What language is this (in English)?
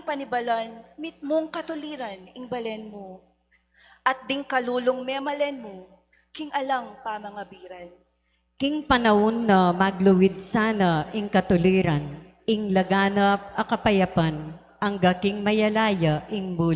Pampanga